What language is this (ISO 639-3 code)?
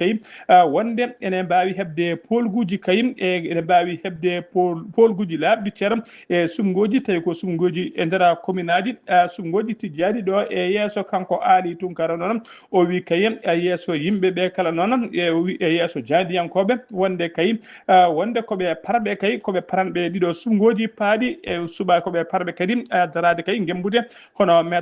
ful